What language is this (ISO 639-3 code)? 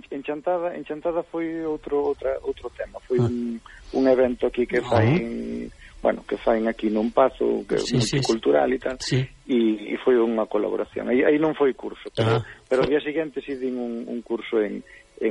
glg